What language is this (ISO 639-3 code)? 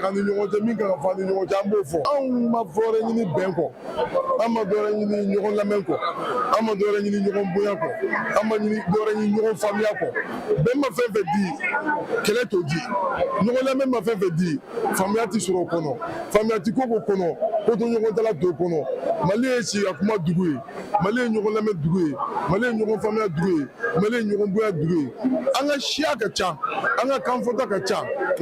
bam